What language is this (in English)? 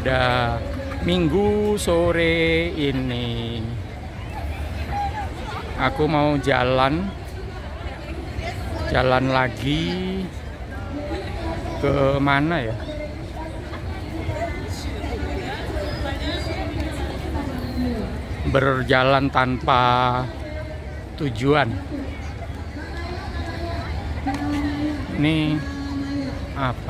Indonesian